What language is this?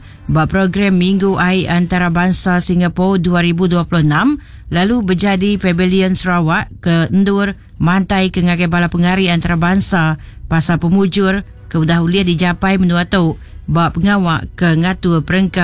Iban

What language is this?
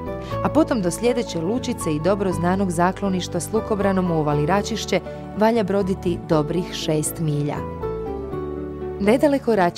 Croatian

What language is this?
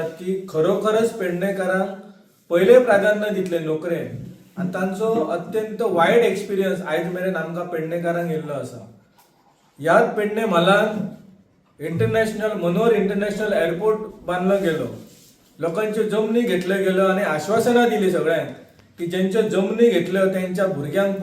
Konkani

